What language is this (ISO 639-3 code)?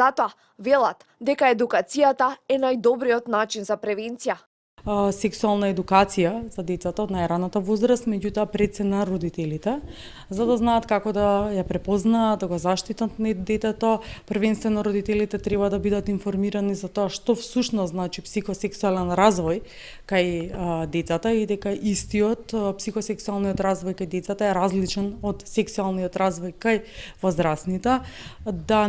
mkd